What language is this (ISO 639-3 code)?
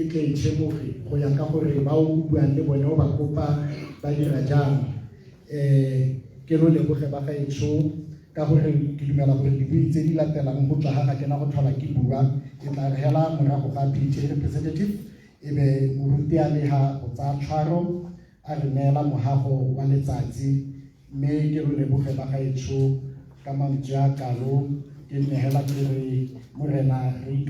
tsn